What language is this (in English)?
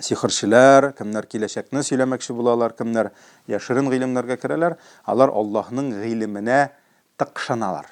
Tatar